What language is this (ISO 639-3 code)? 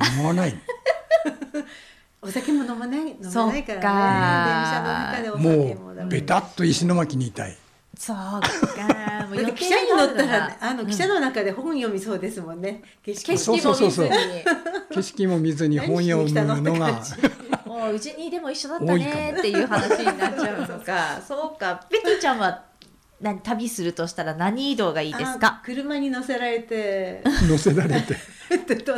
jpn